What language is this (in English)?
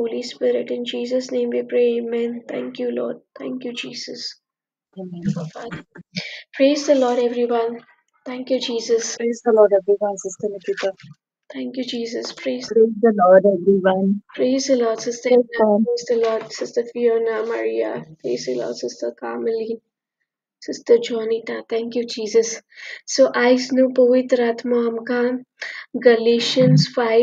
Konkani